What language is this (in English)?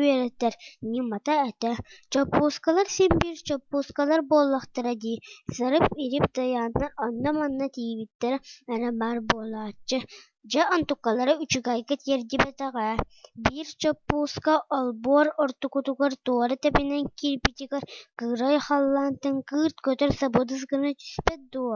Yakut